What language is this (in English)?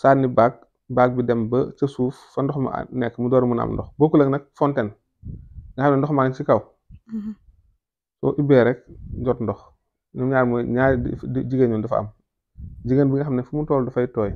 Wolof